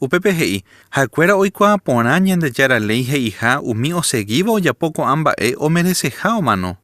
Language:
Guarani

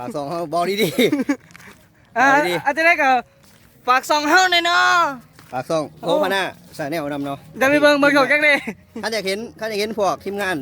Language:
Northeastern Thai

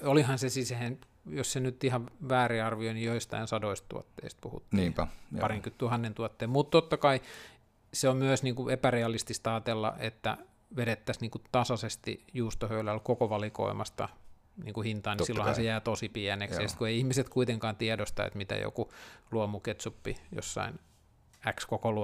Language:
Finnish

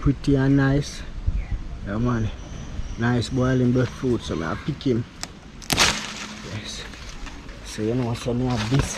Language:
Jamaican Creole English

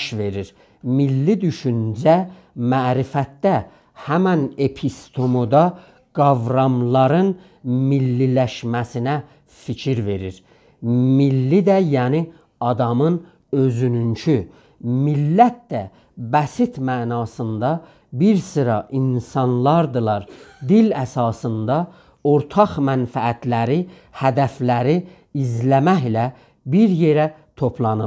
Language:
South Azerbaijani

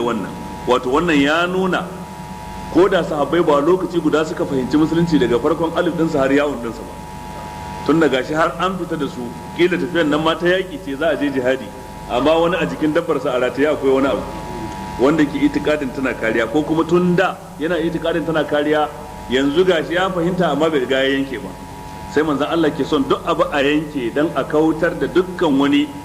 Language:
Hausa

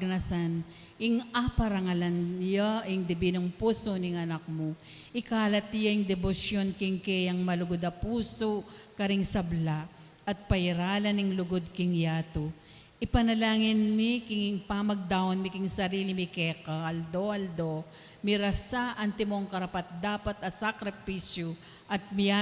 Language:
Pampanga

